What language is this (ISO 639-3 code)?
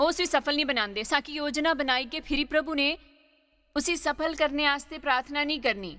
doi